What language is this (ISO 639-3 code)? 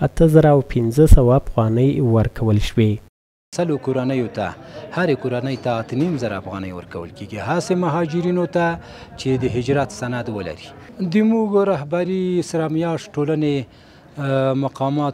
pus